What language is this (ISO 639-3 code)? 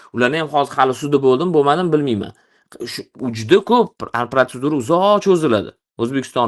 uzb